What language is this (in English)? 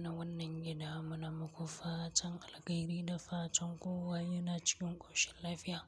Hausa